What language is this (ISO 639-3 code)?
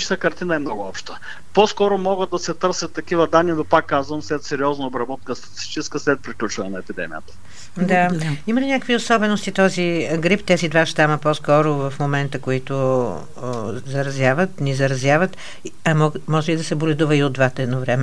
bul